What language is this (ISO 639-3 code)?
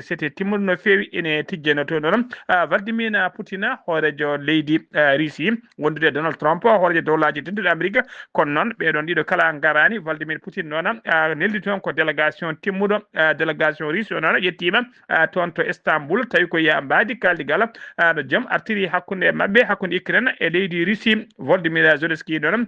ful